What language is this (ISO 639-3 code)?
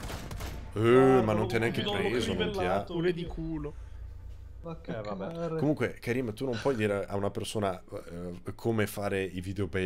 ita